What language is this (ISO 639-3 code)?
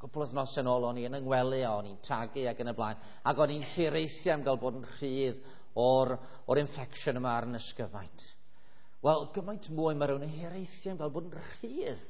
cym